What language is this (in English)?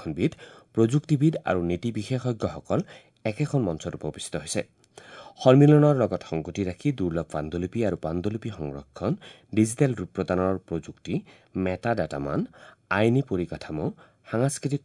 Assamese